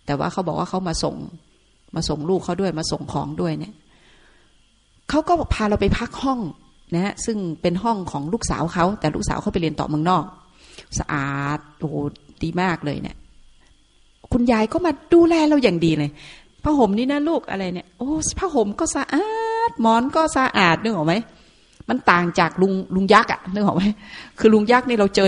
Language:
Thai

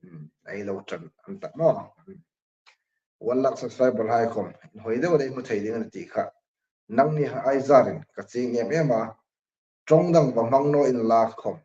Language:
Hmar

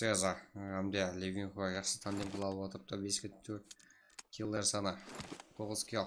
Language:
Kara-Kalpak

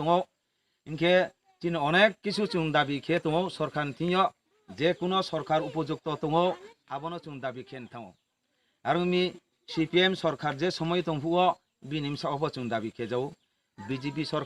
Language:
Riang (India)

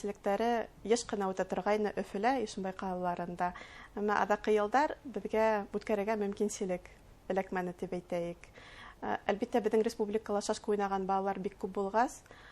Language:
Bashkir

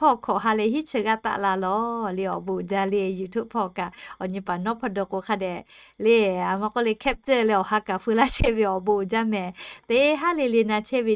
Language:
Lahu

